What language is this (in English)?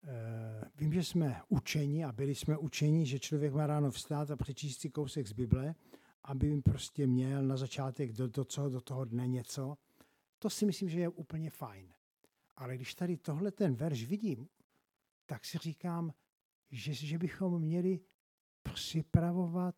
Czech